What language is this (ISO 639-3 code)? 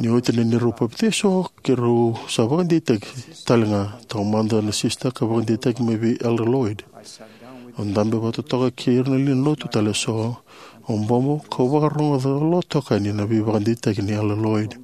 fij